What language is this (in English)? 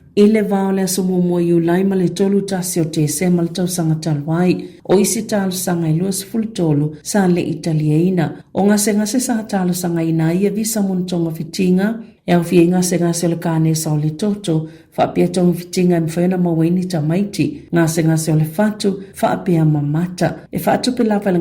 Samoan